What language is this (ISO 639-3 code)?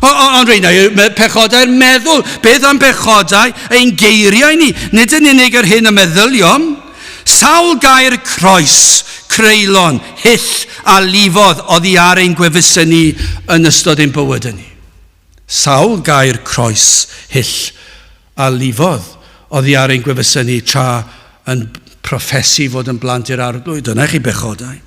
cym